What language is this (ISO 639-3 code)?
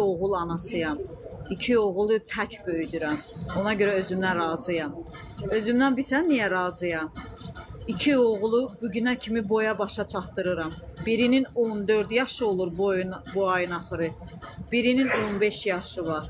aze